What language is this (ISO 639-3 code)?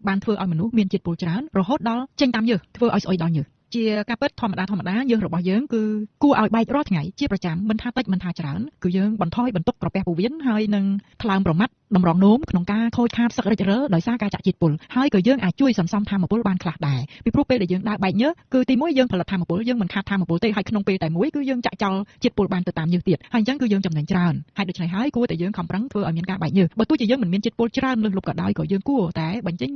khm